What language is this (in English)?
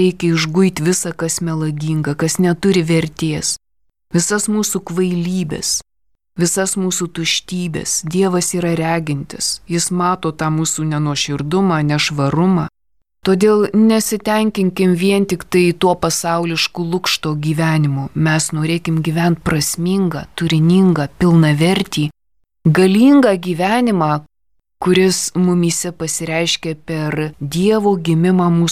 Lithuanian